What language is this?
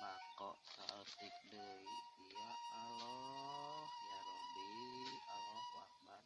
Sundanese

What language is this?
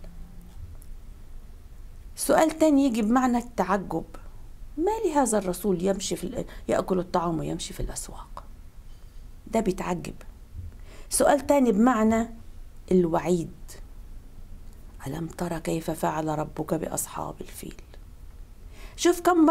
Egyptian Arabic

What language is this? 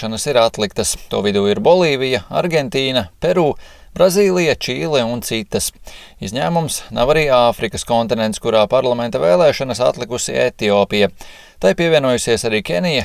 Latvian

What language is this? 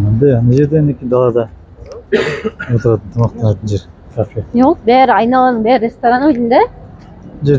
Kazakh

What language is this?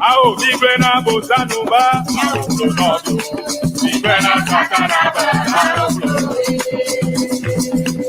Ewe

